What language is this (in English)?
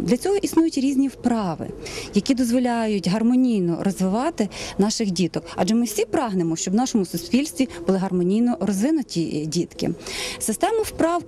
Ukrainian